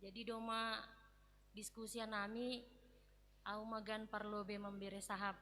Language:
Batak Simalungun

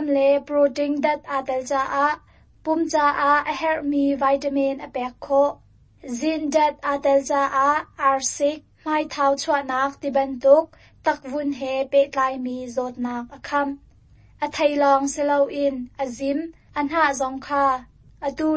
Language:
Hakha Chin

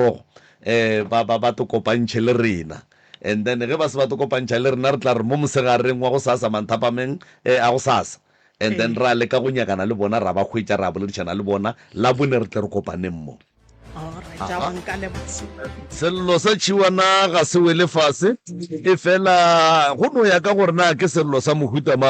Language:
Northern Sotho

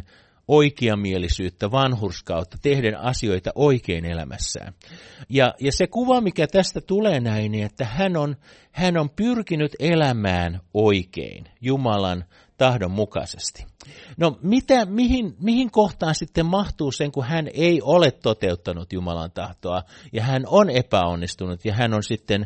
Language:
Finnish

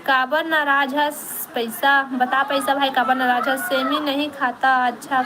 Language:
Chhattisgarhi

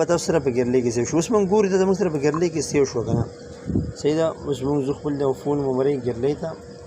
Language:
Pashto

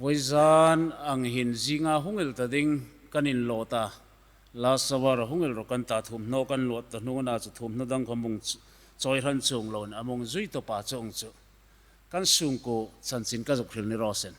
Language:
Hmar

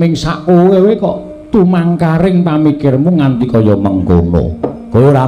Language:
Javanese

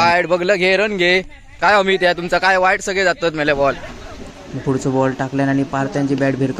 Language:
Konkani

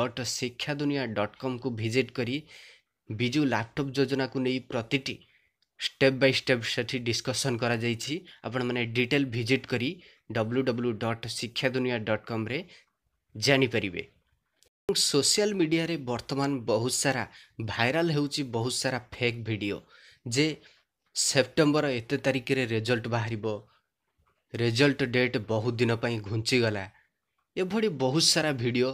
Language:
Odia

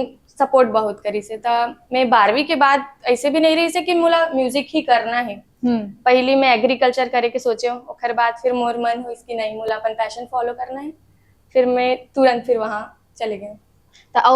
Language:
Chhattisgarhi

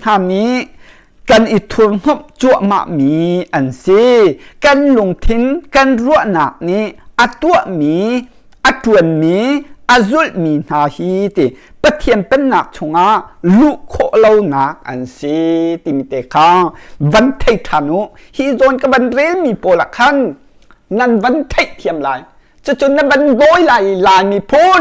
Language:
Hakha Chin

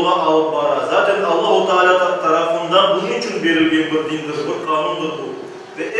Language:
Crimean Tatar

